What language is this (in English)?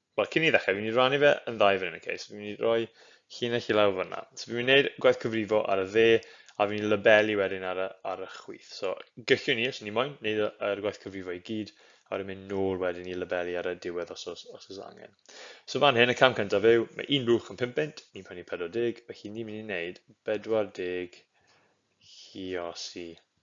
Welsh